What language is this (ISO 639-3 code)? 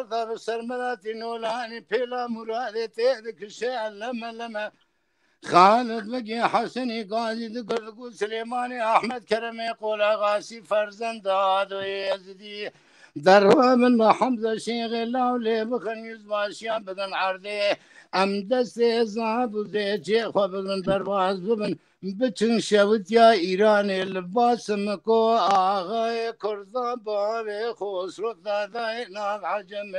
kur